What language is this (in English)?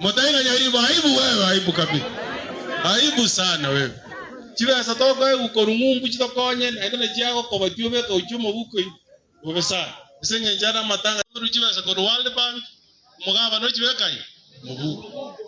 Gusii